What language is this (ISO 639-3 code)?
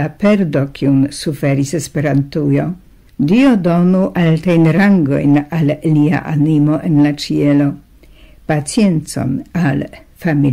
epo